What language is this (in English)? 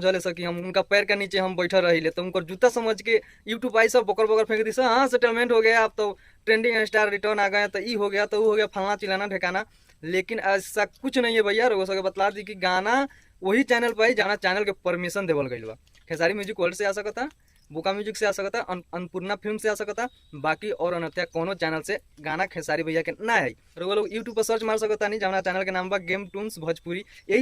Bhojpuri